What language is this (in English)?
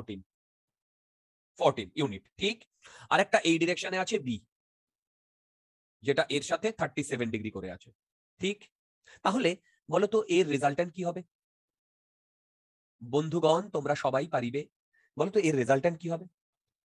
Bangla